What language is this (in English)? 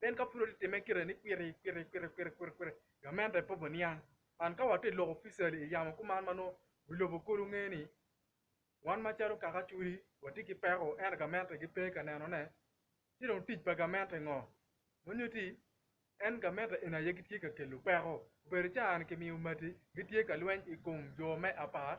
Acoli